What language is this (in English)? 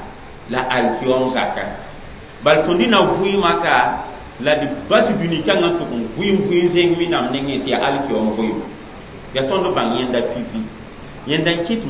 Mossi